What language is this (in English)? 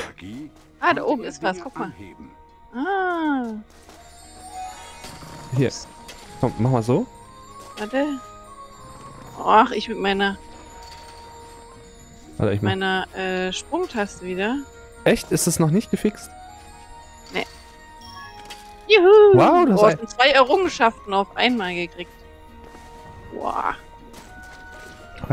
German